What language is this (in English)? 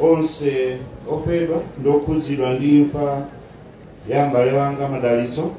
Nyanja